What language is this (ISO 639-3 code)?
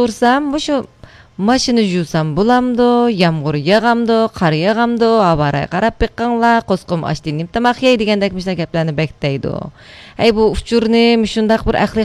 uig